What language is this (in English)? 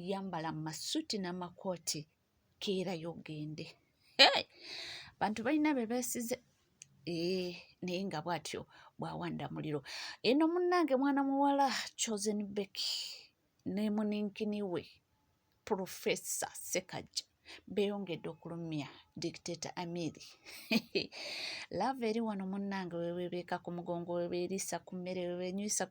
Ganda